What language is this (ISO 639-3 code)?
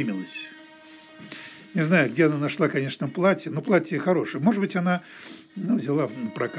rus